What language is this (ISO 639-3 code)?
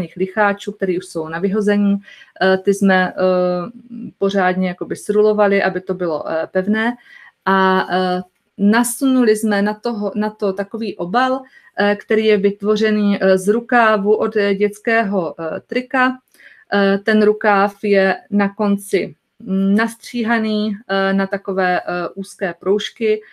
ces